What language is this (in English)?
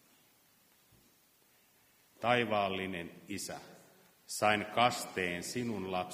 Finnish